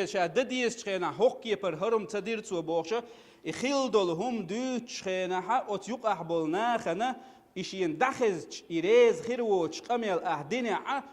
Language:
Chechen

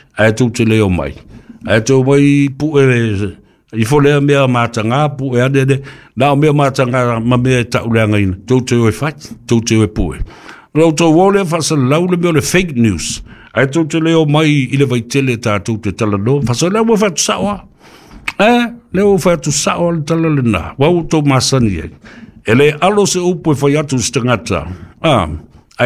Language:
Samoan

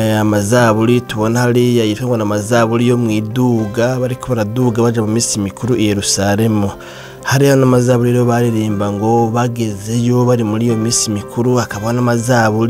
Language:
Rundi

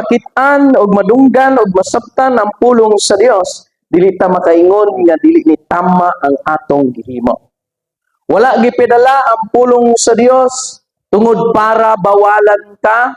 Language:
Cebuano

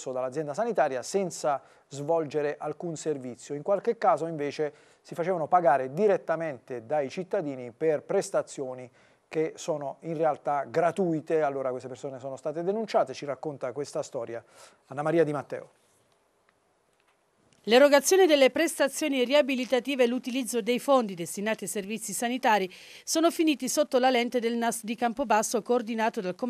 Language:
Italian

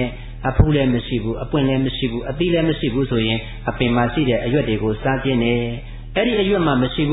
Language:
Burmese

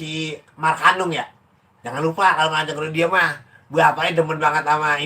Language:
Betawi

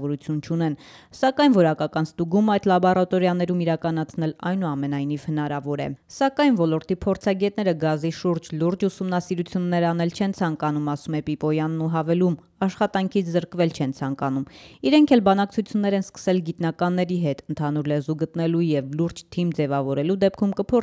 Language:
Armenian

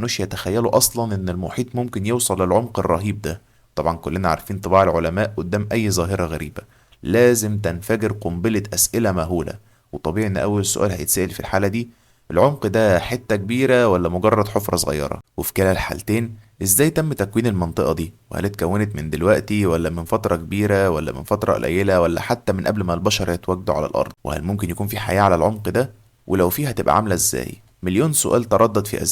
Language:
Egyptian Arabic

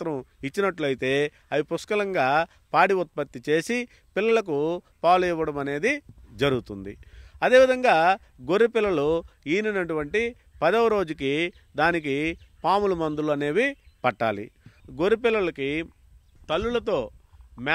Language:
Telugu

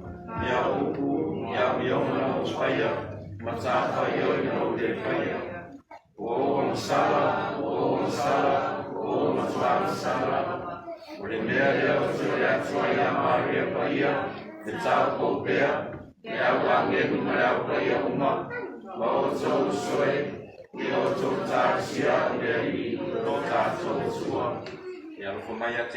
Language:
Samoan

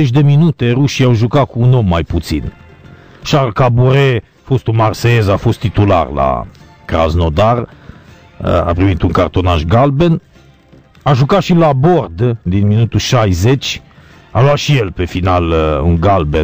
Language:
Romanian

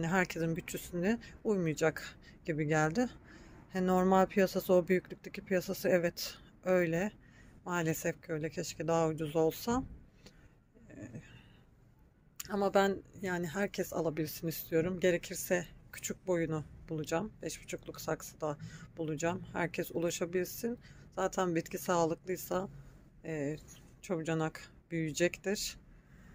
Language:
Turkish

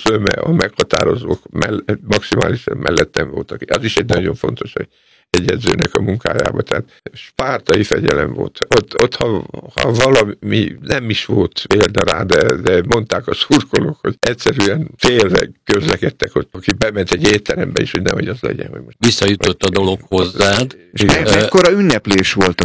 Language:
Hungarian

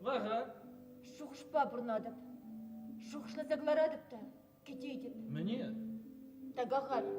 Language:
Chuvash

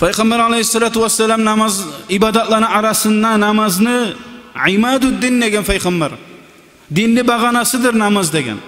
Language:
Kumyk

